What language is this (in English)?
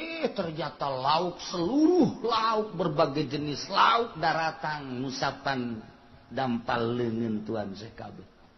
Sundanese